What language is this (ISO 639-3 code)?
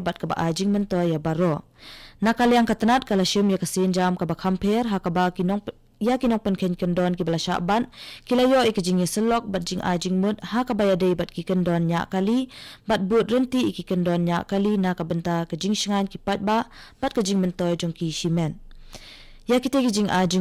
kha